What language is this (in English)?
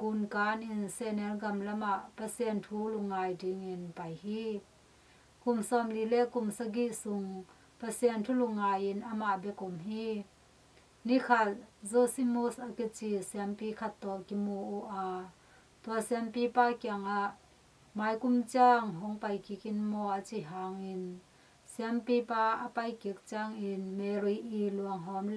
Tedim Chin